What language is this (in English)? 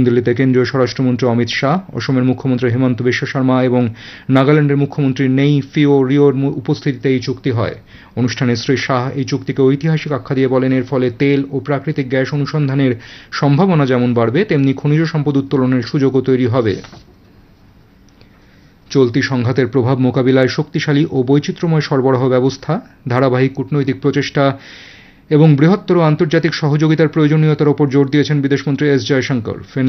Bangla